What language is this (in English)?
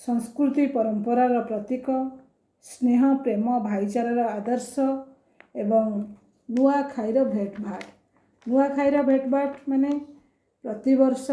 Odia